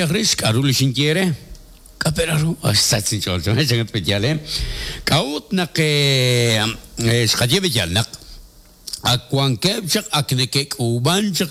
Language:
Kekchí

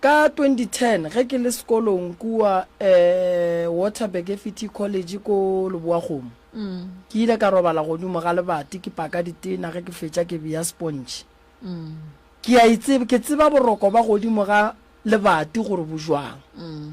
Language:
Northern Sotho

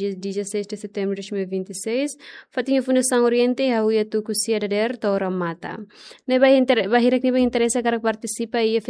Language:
Tetum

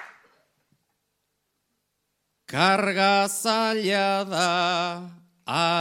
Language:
Basque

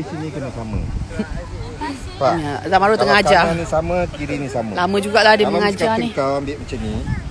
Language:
Malay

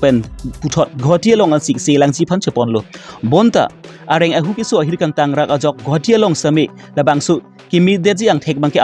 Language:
Karbi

